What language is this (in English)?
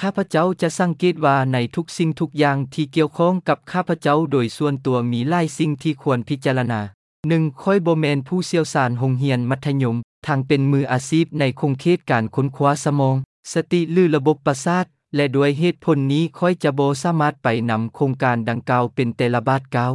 Lao